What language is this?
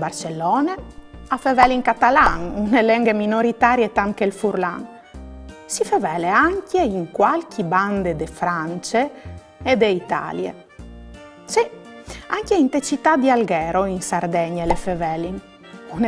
Friulian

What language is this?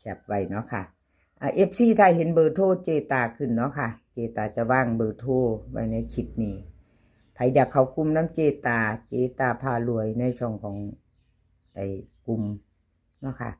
Lao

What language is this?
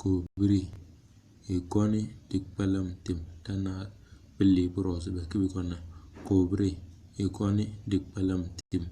Tem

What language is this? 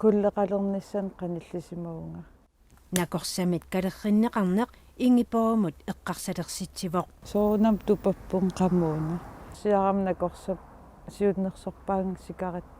Kalaallisut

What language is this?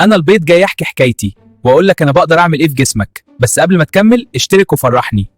Egyptian Arabic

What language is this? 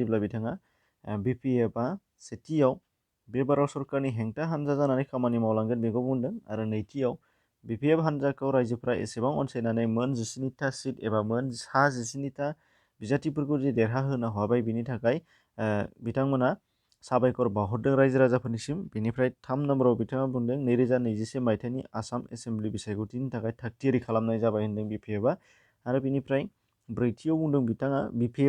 Bodo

